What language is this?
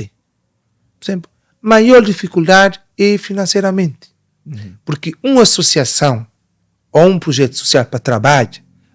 Kabuverdianu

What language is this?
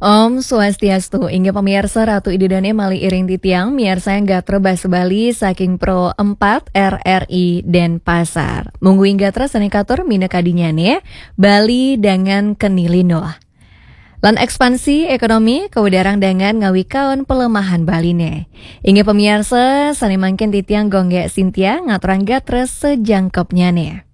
Balinese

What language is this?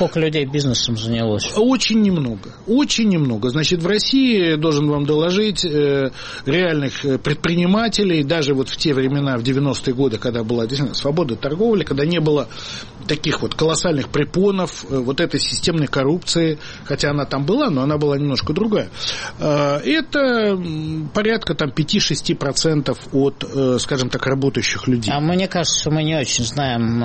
Russian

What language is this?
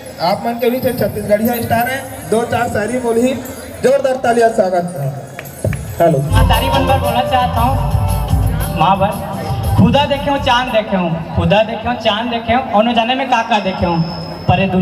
Chhattisgarhi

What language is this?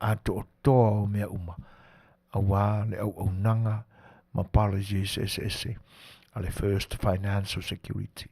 Samoan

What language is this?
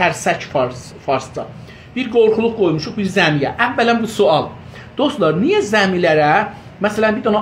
South Azerbaijani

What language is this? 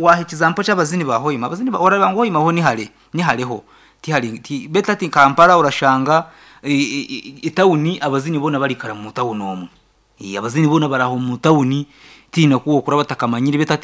Nyankole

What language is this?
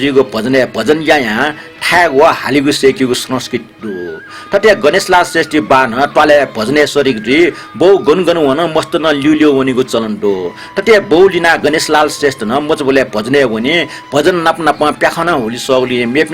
Newari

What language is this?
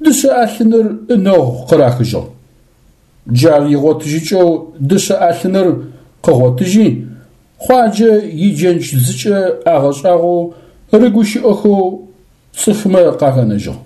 Adyghe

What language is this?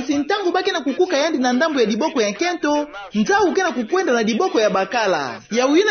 Kituba (Democratic Republic of Congo)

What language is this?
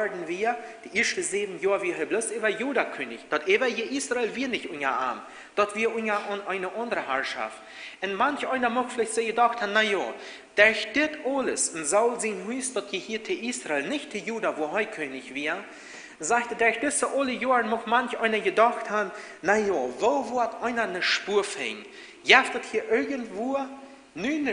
Plautdietsch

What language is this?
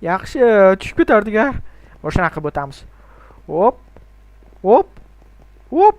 Uzbek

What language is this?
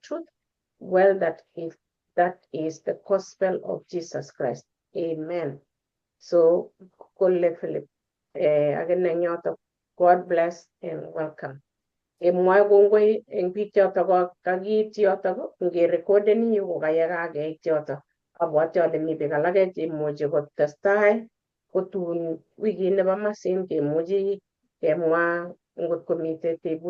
Kalenjin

